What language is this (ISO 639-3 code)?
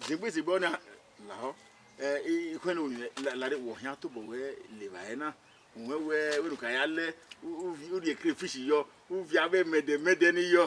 bin